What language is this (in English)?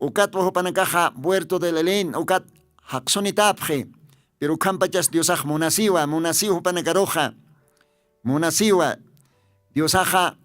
Aymara